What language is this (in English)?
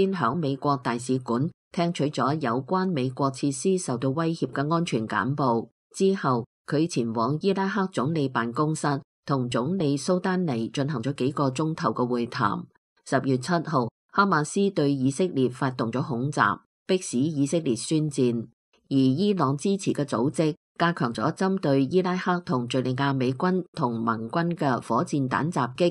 Cantonese